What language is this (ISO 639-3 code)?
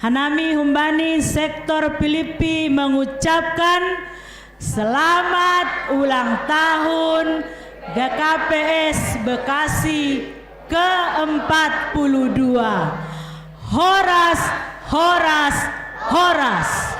bts